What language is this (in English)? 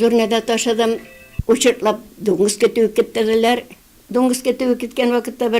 Tatar